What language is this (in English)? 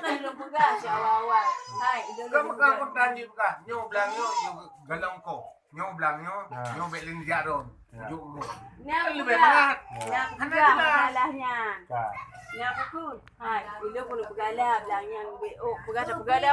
Achinese